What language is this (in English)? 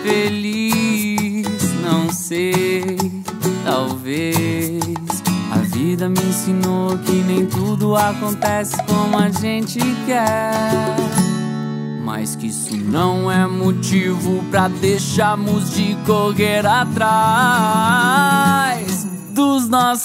Portuguese